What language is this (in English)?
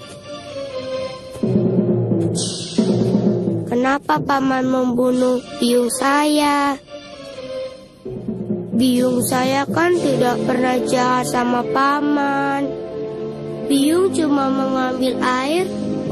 Indonesian